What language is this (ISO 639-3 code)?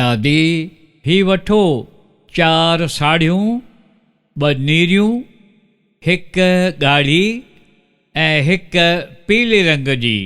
snd